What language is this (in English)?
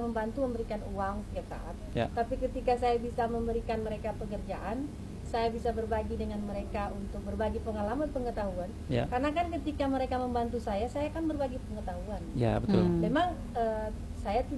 Indonesian